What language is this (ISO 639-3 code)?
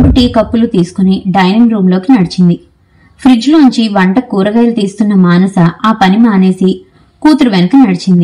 tel